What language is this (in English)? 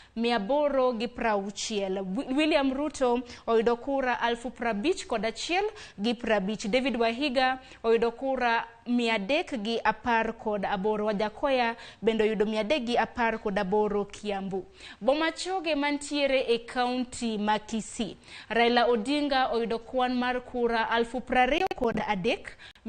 Luo (Kenya and Tanzania)